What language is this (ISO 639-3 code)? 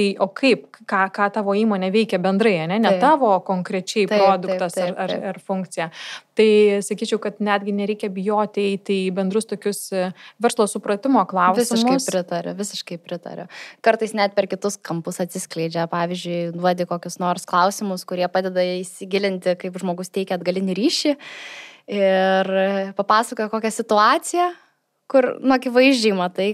lit